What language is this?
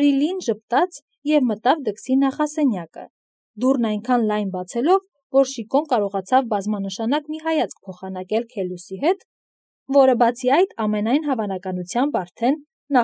Armenian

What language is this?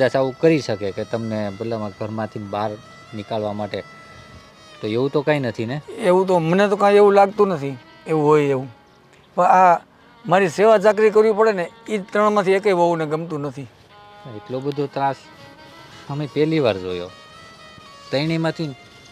Gujarati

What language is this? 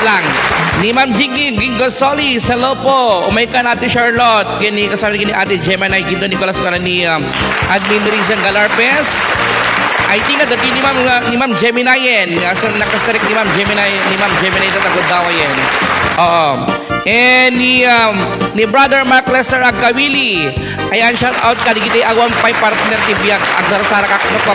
Iloko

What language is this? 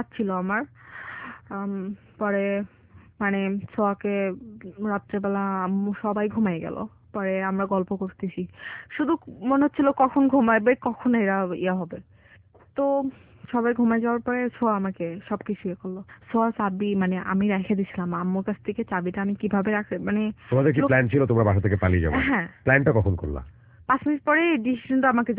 Bangla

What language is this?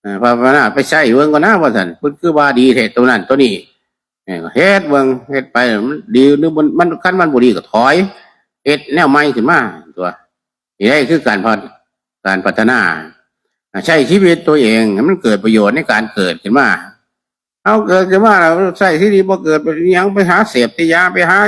Northeastern Thai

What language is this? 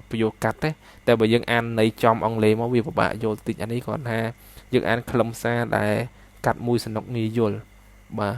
Khmer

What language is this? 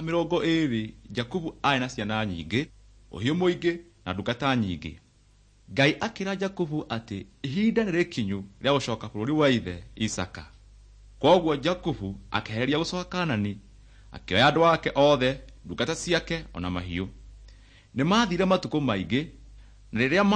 Kikuyu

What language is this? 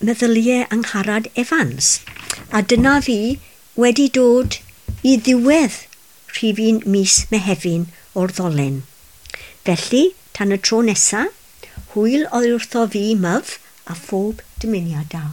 Welsh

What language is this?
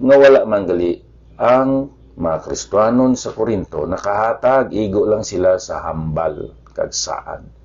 Hiligaynon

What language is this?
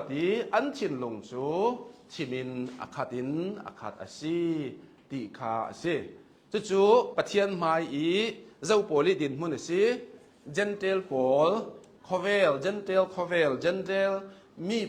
Hakha Chin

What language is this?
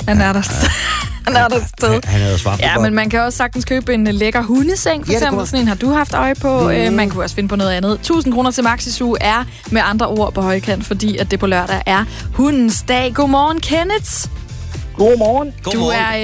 Danish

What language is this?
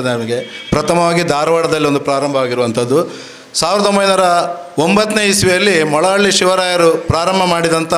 Kannada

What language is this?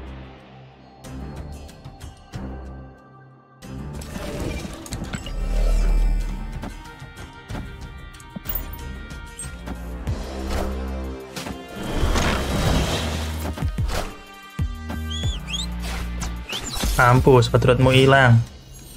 Indonesian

